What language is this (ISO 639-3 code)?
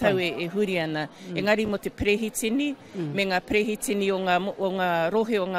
mri